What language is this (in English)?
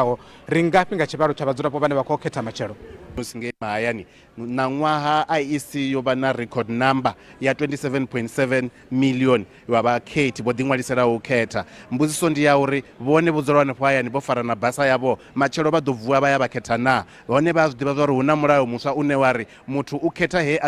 Venda